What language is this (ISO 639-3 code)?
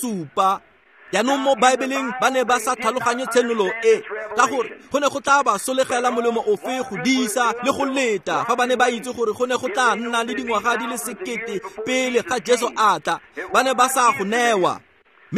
tsn